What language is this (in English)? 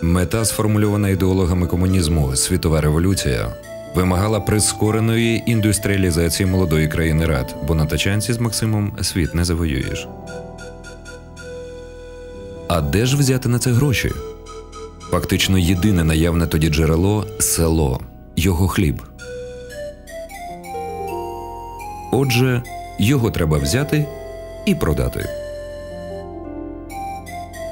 Ukrainian